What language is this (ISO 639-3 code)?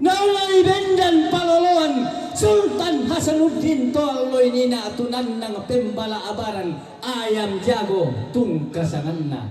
sda